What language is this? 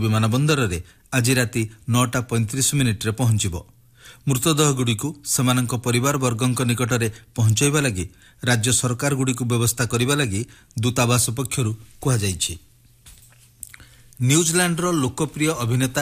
Odia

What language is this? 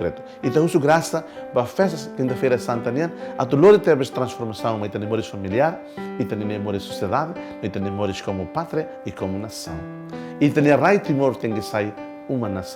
Tetum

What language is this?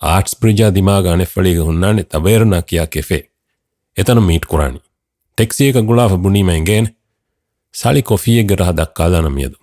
Divehi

